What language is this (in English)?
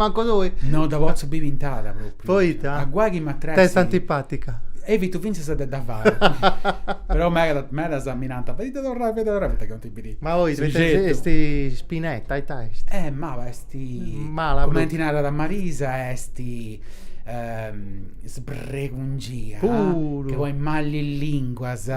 Sardinian